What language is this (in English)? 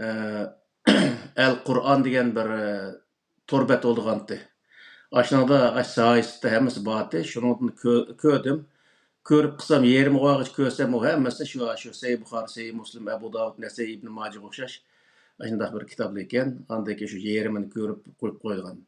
Uyghur